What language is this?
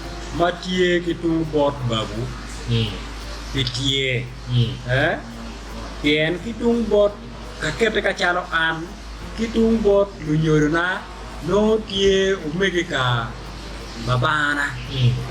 Acoli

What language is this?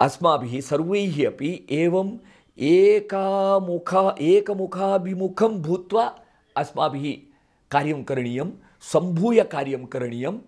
Sanskrit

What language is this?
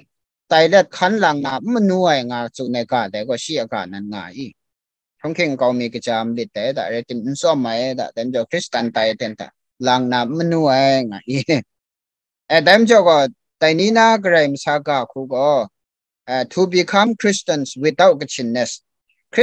Kachin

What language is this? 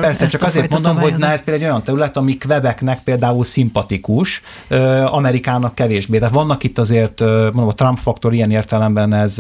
Hungarian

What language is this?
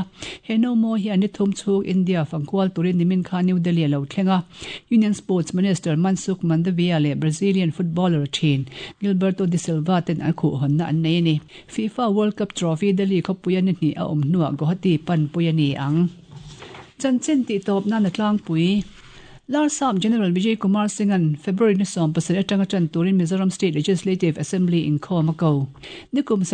Mizo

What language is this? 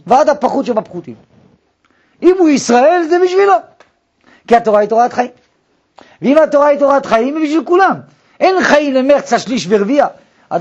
Hebrew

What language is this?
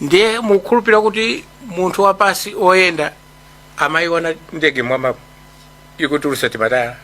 Nyanja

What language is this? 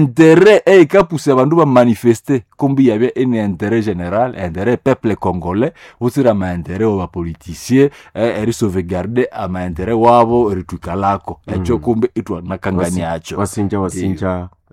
Nande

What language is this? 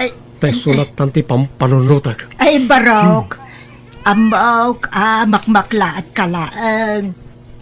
Iloko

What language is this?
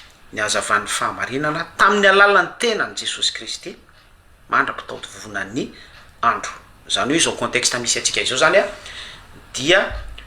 Malagasy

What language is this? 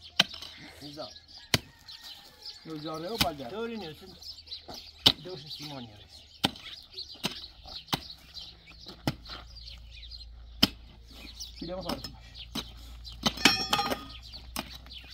Persian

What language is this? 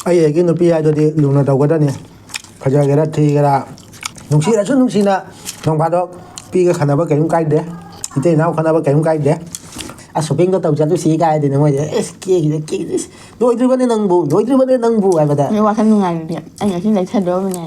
Manipuri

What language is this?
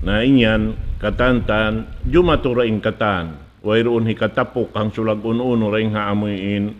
Tausug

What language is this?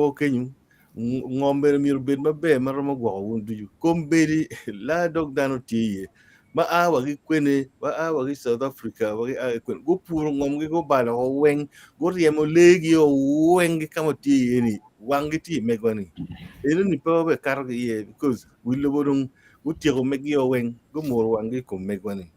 Acoli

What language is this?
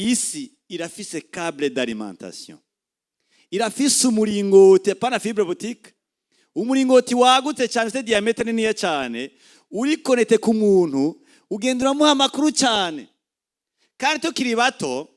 Rundi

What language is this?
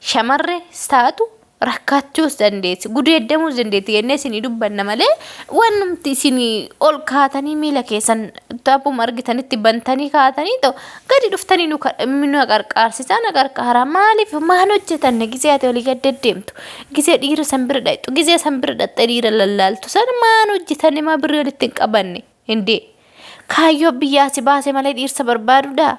Oromo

